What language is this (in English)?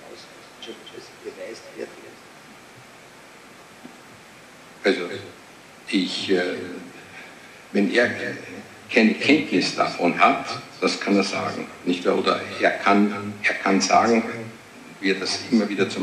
German